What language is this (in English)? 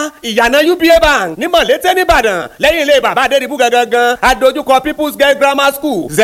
Yoruba